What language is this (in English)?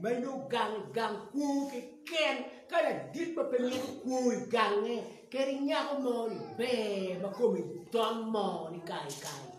Acoli